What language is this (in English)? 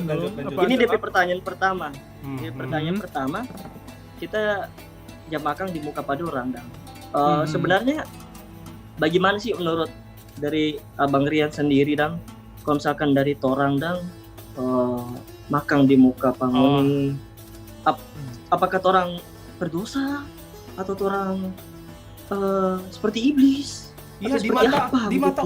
Manado Malay